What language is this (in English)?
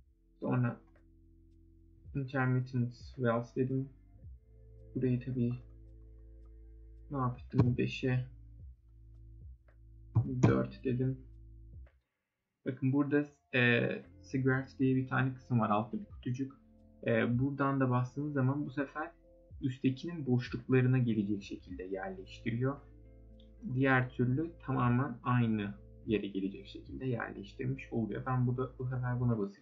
Turkish